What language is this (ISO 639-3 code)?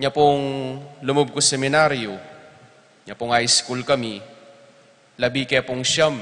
pam